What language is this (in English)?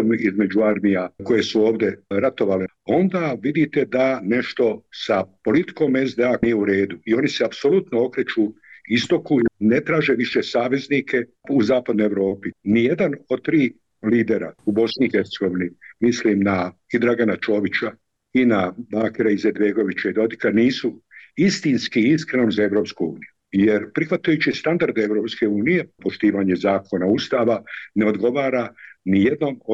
Bosnian